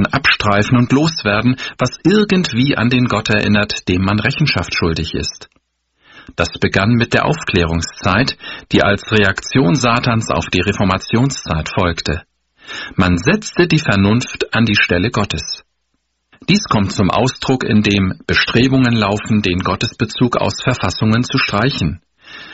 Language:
German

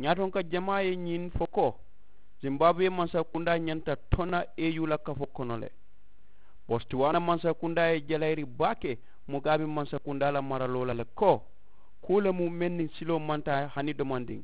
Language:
Mandingo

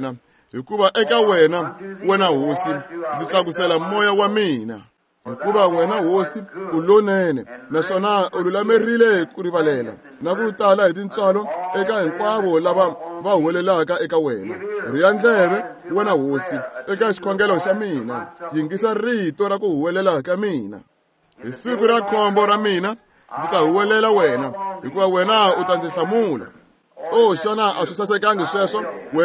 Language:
Tsonga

